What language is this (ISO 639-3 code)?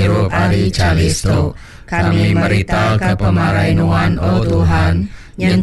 iba